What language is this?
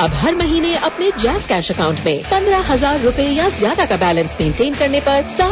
Urdu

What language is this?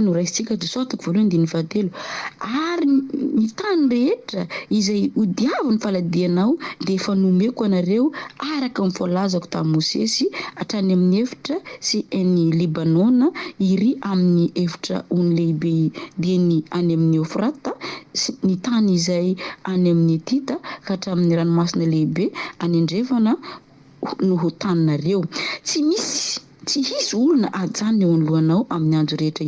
Malagasy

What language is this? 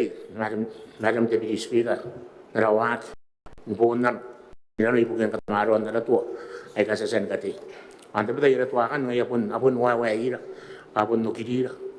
Gilbertese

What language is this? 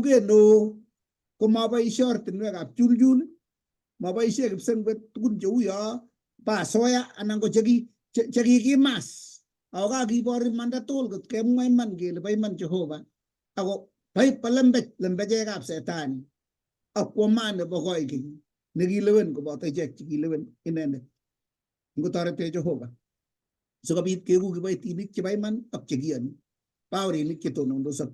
Kalenjin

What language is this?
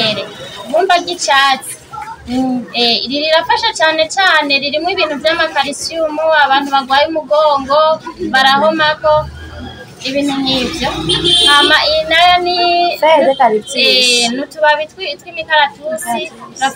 Rundi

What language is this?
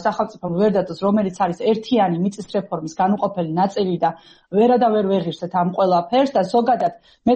Georgian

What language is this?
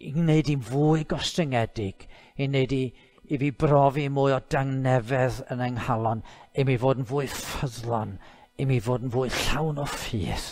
Welsh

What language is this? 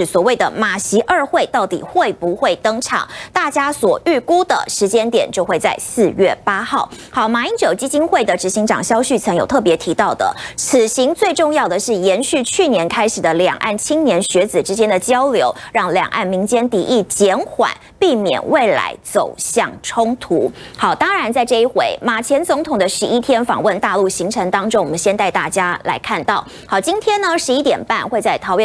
Chinese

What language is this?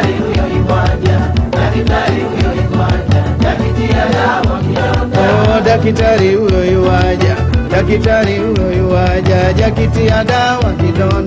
Swahili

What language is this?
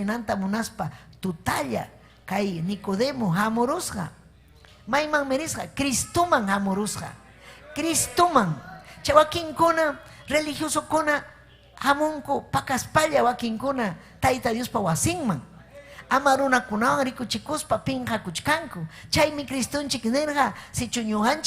Ayacucho Quechua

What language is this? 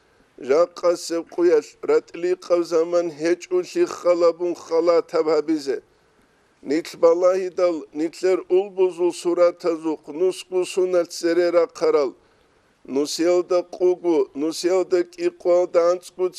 Avaric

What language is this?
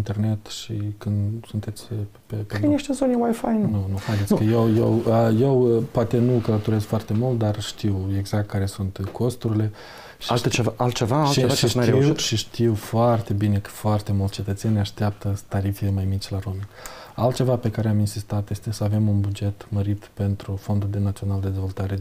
Romanian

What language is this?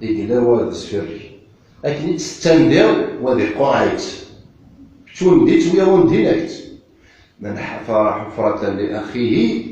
Kabyle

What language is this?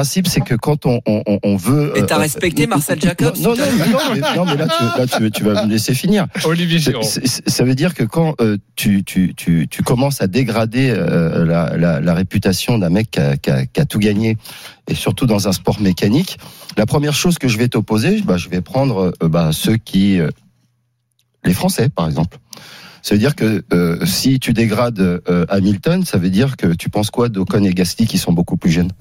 French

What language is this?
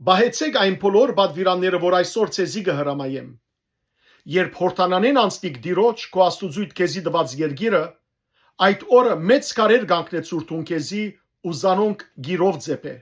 Western Armenian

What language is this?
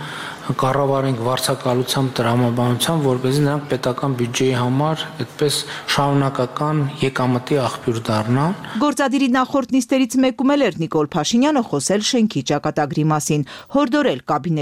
Armenian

